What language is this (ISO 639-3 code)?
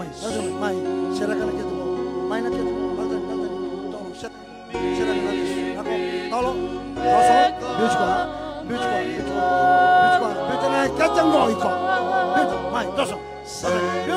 fij